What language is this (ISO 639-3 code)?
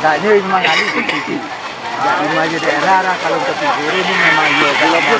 min